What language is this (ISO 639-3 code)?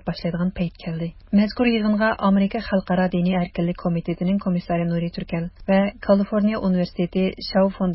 uig